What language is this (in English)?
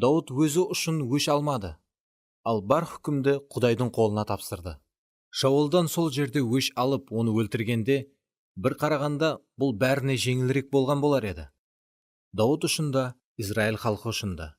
Kara-Kalpak